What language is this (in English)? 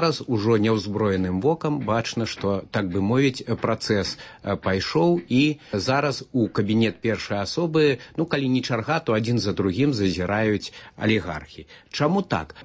Belarusian